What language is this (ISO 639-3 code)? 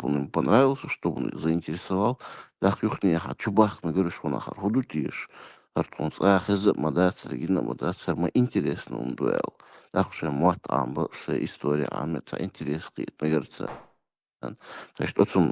che